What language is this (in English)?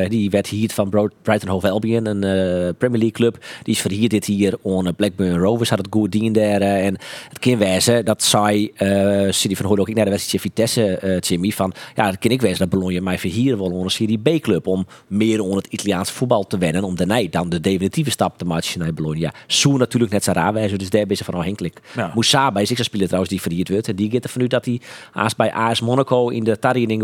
Western Frisian